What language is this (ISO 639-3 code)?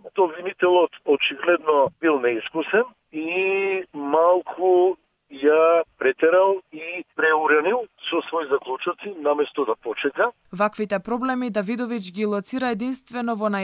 mkd